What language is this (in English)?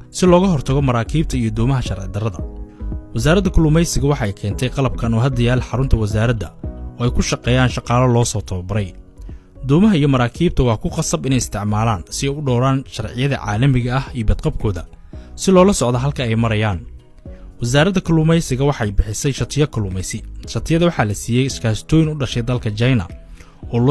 Somali